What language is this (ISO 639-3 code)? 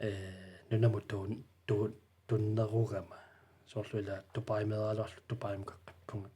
kal